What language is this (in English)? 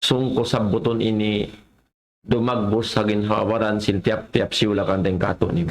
Tausug